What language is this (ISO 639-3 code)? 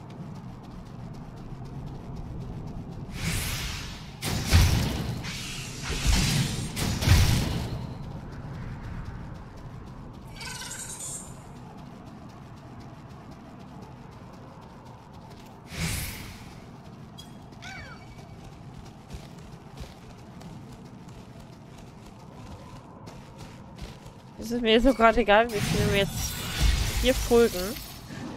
deu